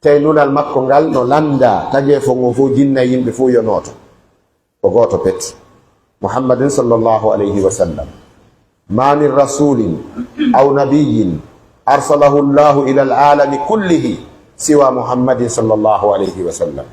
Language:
Pular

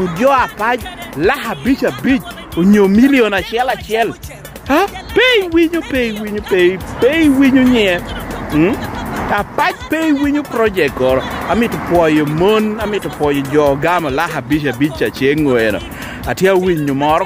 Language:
Lango (Uganda)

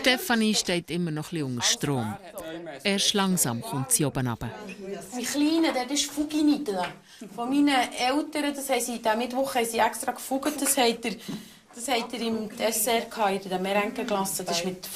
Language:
Swiss German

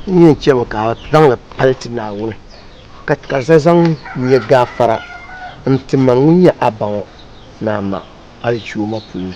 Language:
Dagbani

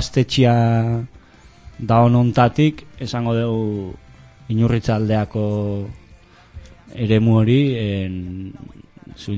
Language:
Basque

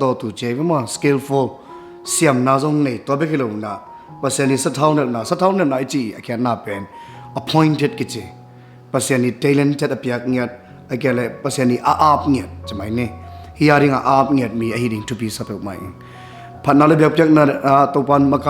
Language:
Tedim Chin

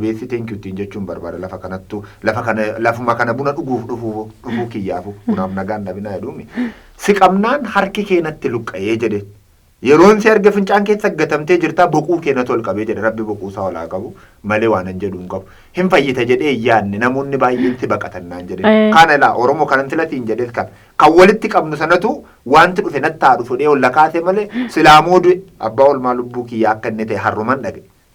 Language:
Oromo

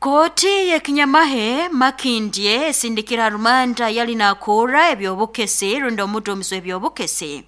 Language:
Nyoro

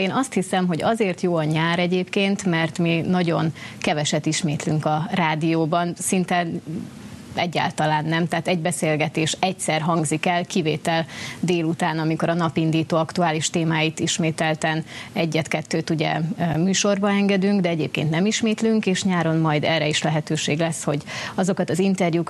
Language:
Hungarian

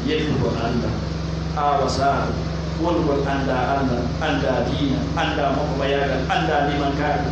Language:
Pular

